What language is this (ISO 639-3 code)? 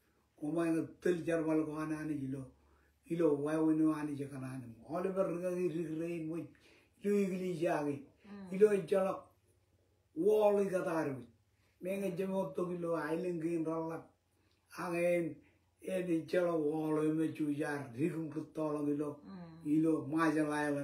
mah